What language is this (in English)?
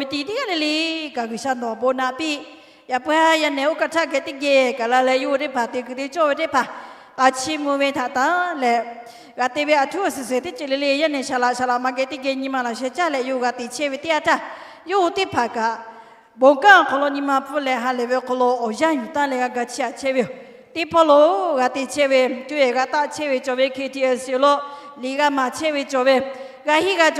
Lahu